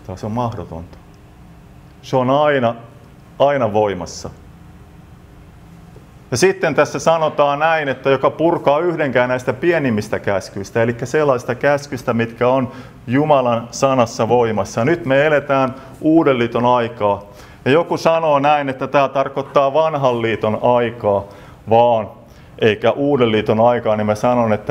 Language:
Finnish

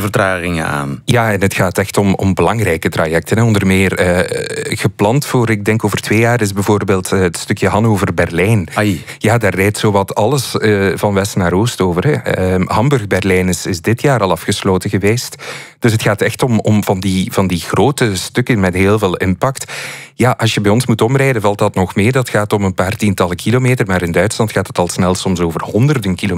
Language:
Dutch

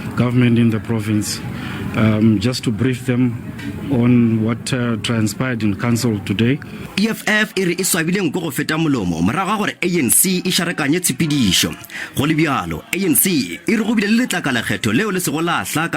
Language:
Northern Sotho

